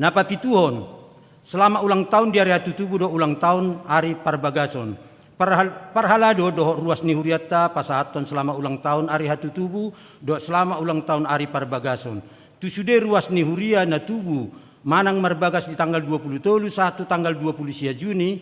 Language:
Batak Toba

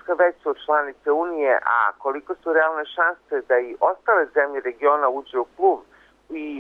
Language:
Serbian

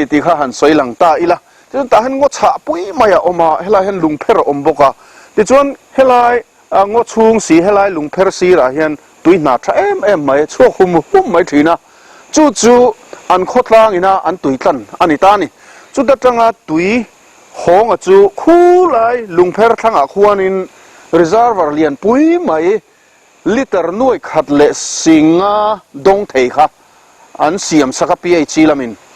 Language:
Mizo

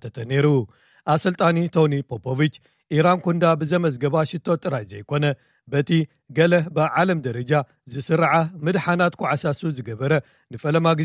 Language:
Tigrinya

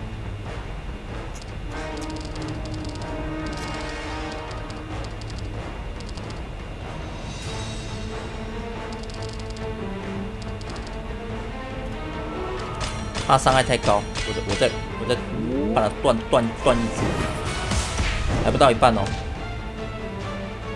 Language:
Chinese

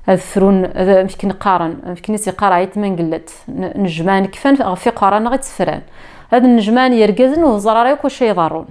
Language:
Kabyle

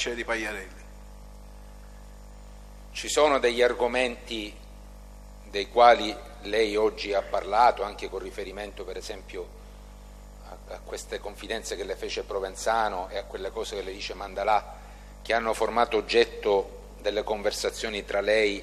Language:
Italian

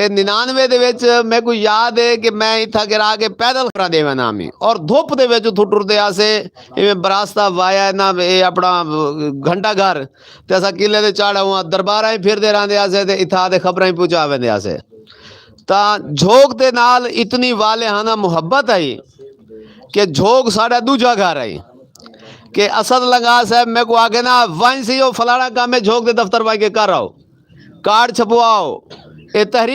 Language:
Saraiki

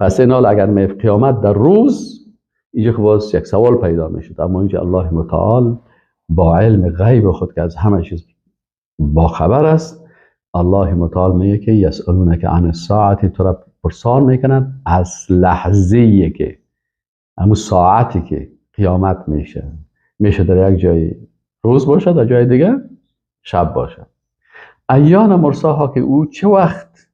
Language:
Persian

